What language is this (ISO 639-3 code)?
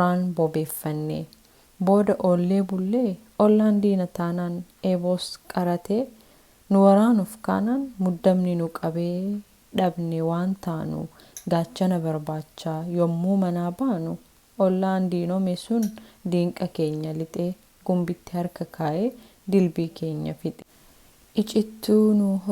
orm